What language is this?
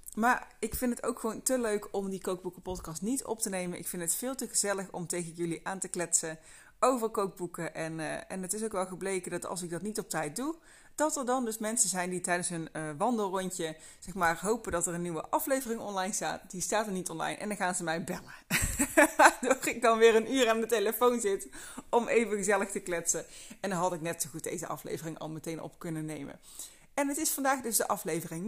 Dutch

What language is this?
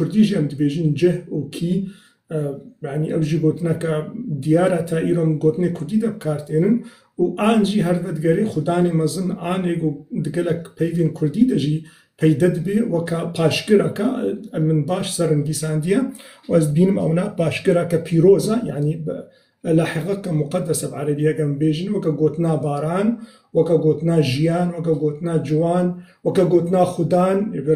Kurdish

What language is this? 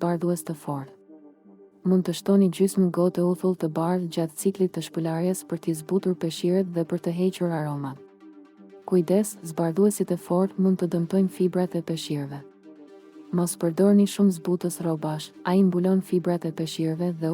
Albanian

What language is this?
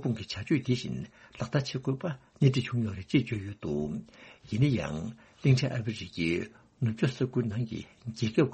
Tibetan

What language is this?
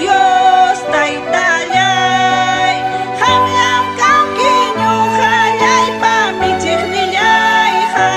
Ayacucho Quechua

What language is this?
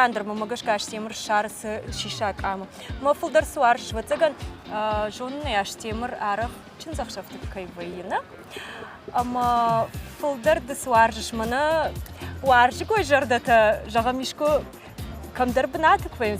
Ossetic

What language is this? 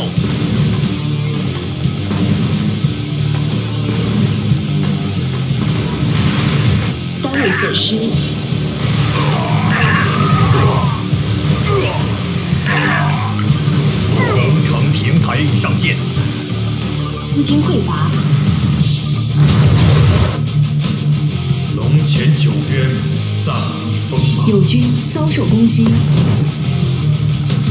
Chinese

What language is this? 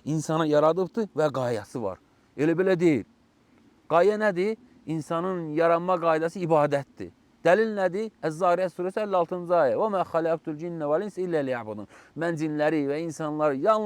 Azerbaijani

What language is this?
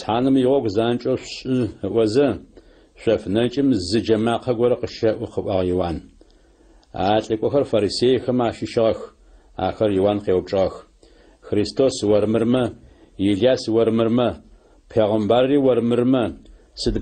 Adyghe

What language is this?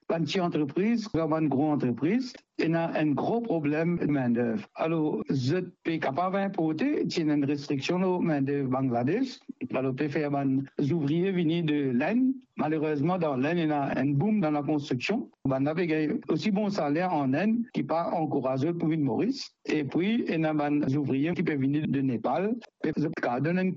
Morisyen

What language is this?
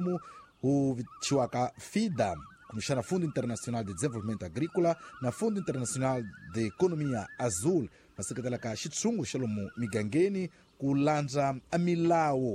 Tsonga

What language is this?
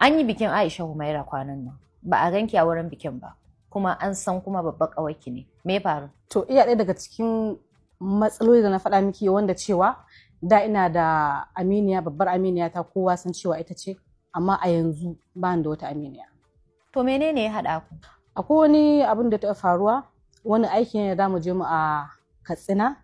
Hausa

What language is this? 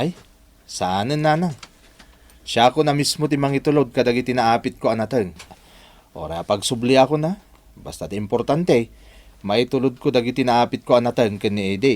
Iloko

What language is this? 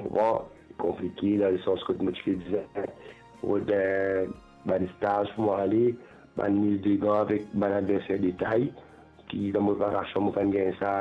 Morisyen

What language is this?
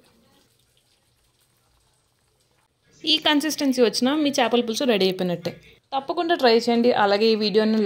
Telugu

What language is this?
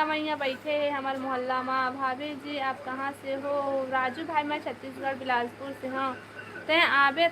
Chhattisgarhi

